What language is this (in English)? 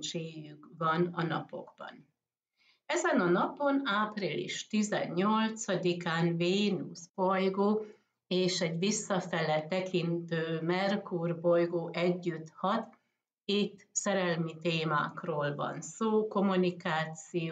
Hungarian